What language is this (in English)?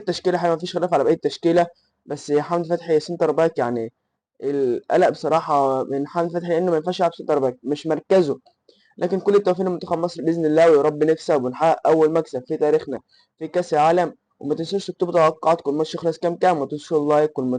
Egyptian Arabic